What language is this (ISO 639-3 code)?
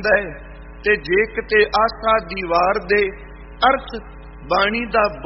pan